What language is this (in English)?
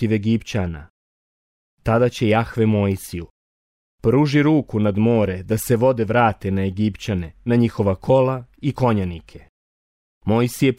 Bosnian